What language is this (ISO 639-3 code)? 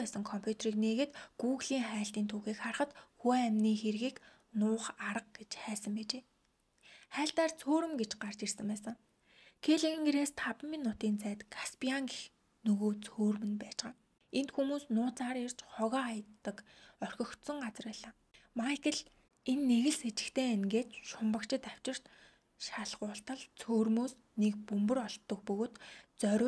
mon